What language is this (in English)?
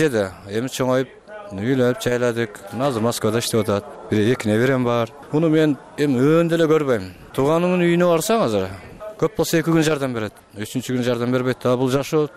Kyrgyz